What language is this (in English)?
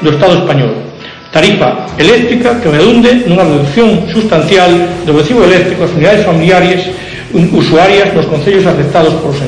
Galician